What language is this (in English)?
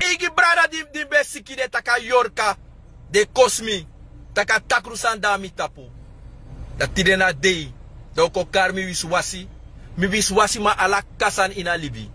Sranan Tongo